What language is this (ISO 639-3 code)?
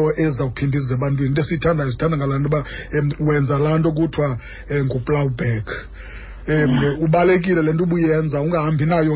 xho